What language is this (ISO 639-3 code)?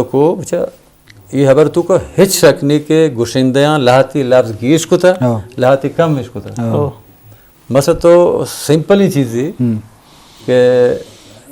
bgp